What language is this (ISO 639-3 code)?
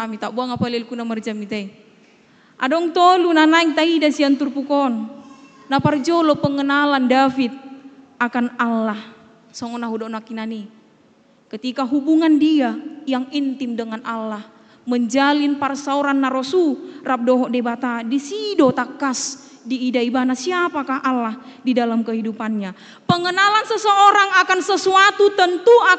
bbc